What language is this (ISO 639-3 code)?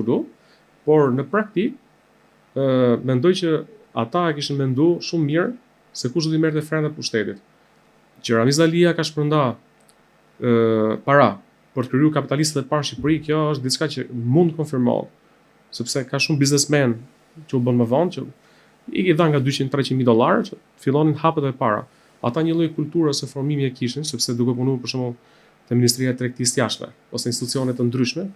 sqi